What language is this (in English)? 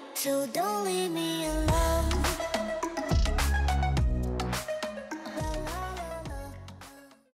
Thai